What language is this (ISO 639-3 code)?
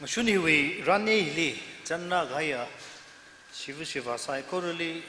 nmf